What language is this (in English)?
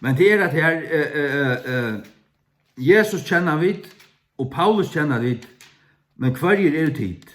Faroese